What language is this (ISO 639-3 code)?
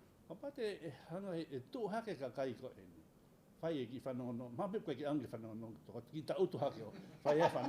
ton